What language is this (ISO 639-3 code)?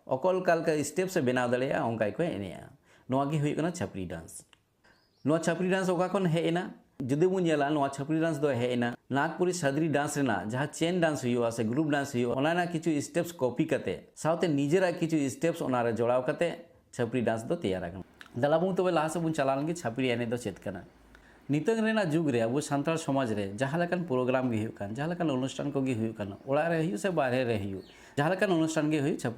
sat